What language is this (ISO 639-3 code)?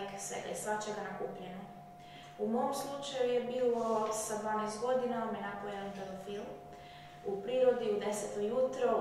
hrv